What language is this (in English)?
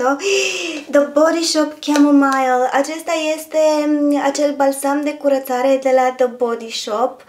Romanian